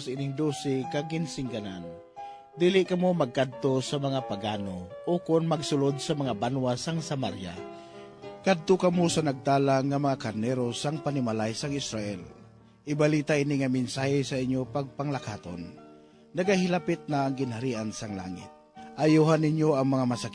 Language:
Hiligaynon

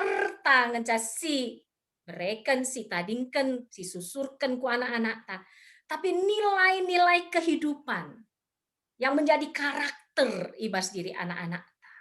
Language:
Batak Karo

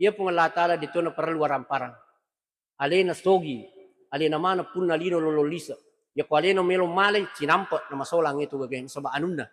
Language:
Buginese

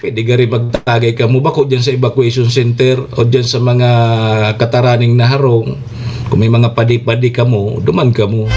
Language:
Bikol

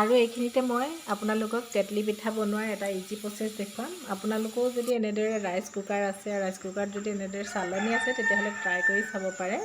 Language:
Assamese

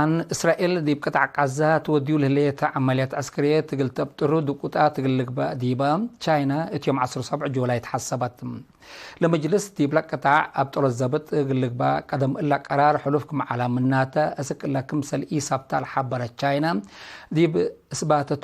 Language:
Tigre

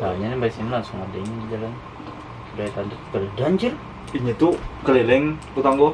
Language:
Banjar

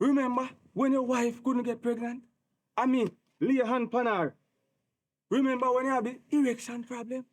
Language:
Jamaican Creole English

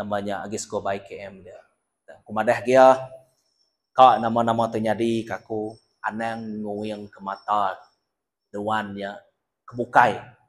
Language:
Iban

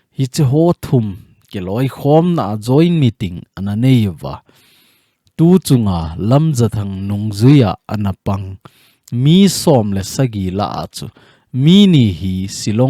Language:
Thado Chin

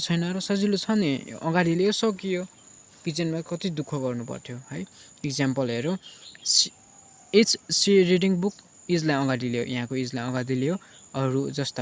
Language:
Nepali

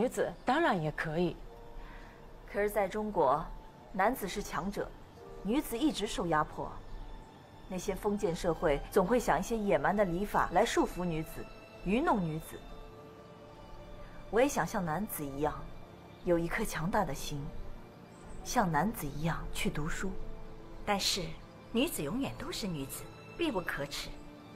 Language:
Chinese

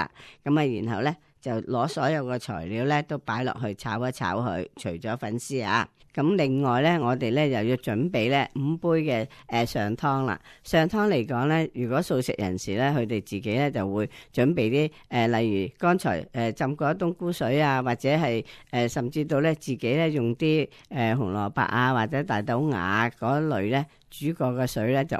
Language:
Cantonese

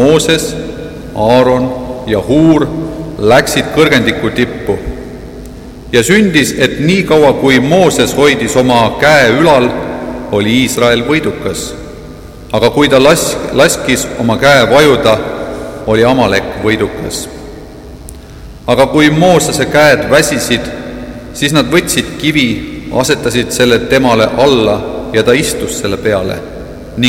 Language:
Estonian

